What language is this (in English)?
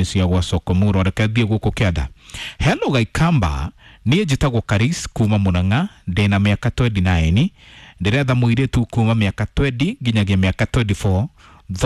Kikuyu